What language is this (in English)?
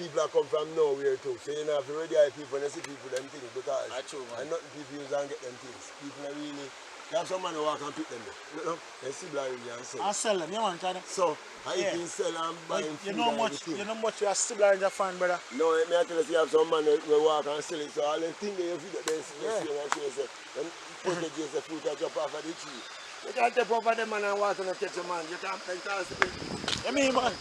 Jamaican Creole English